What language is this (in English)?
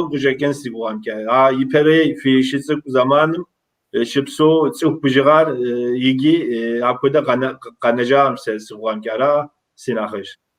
Kabardian